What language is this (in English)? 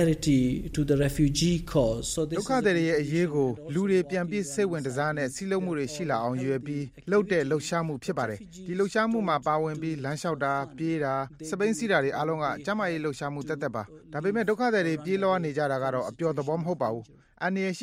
Burmese